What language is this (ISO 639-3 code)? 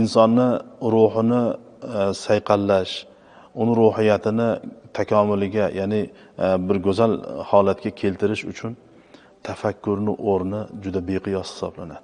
uzb